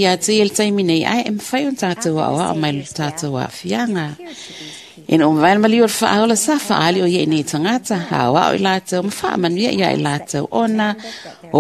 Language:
Samoan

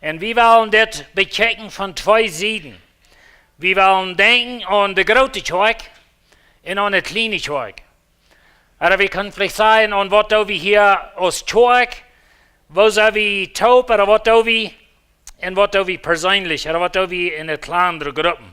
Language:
Plautdietsch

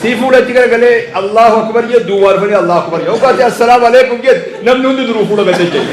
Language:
Oromo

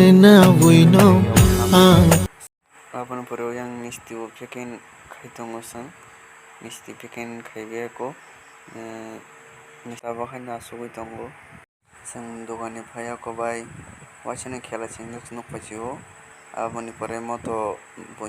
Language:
Kok Borok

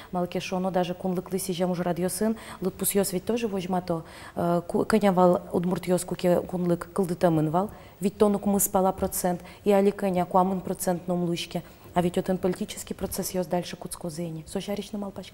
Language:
Udmurt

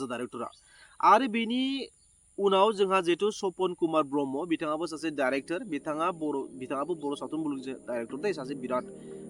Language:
Bodo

